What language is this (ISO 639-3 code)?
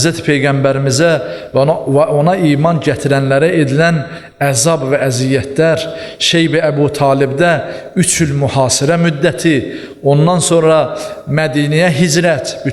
aze